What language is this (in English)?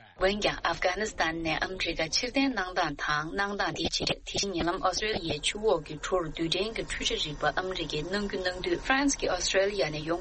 Tibetan